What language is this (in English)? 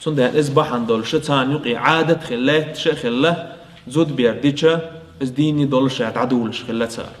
Chechen